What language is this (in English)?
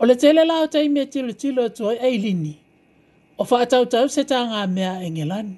Samoan